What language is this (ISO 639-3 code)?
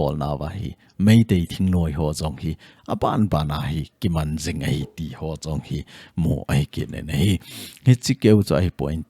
tcz